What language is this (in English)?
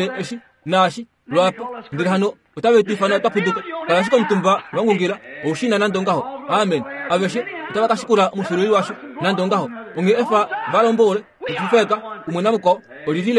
Kuanyama